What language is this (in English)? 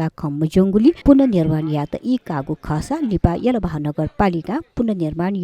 Newari